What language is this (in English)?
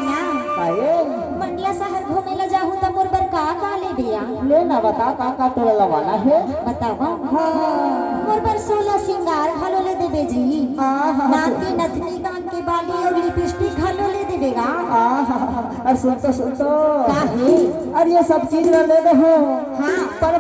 Chhattisgarhi